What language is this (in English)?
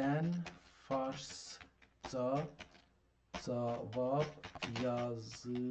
South Azerbaijani